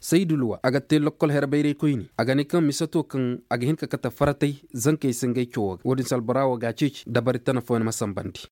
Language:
Koyraboro Senni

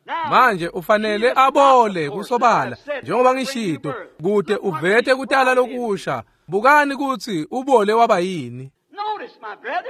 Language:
Swati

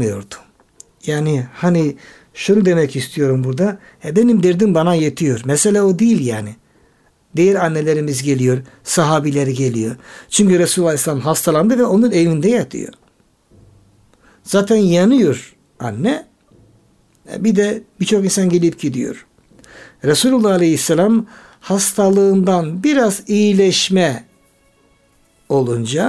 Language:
Turkish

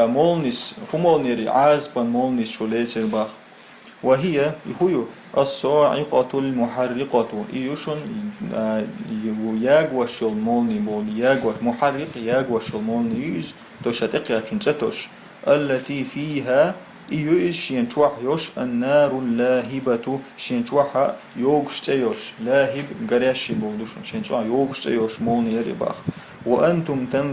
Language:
Chechen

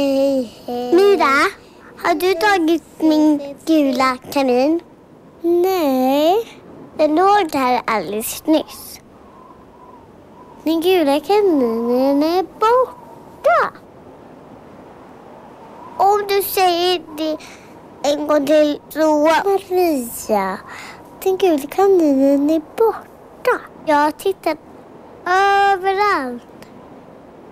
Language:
Swedish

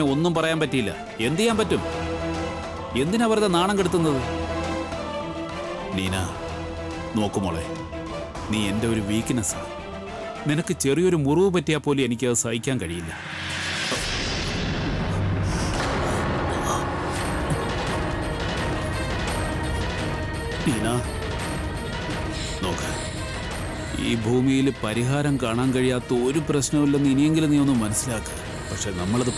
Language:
Malayalam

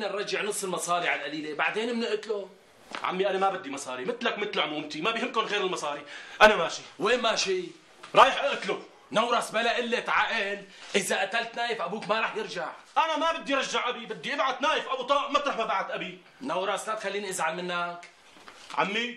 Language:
North Levantine Arabic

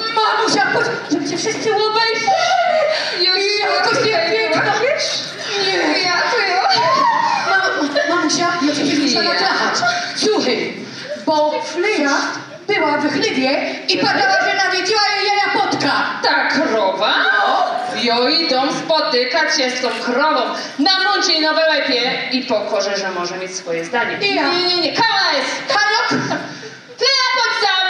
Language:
Silesian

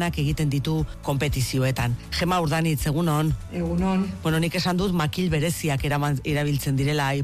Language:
Basque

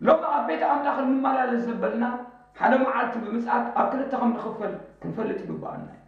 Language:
Tigrinya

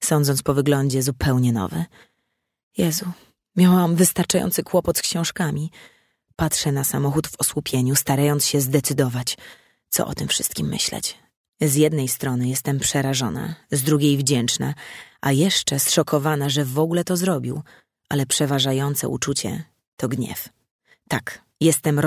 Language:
Polish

